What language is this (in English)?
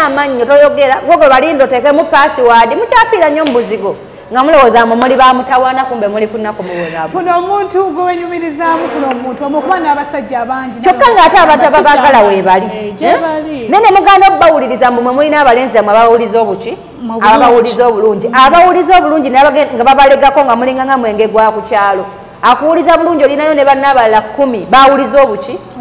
Ganda